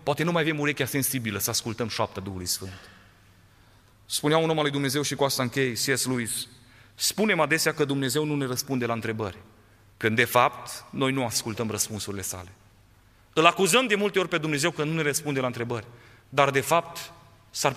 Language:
Romanian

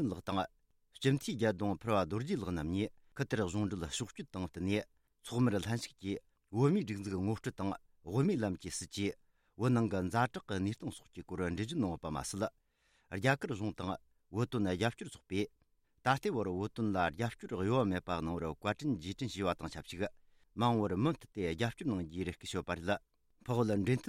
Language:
Tibetan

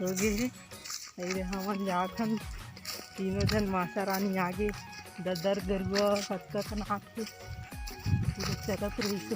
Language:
Chhattisgarhi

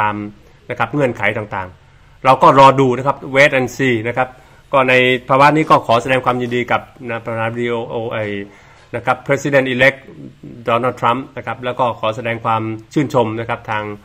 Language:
Thai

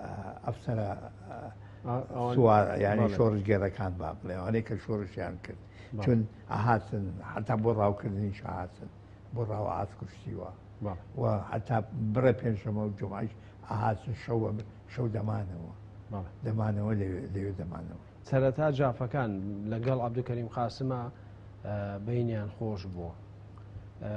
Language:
Central Kurdish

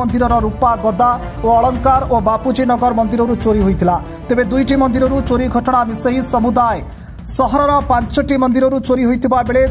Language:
Odia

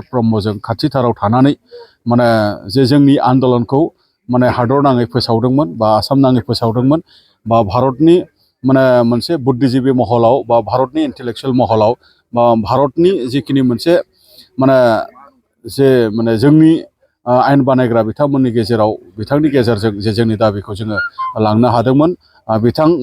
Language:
Bodo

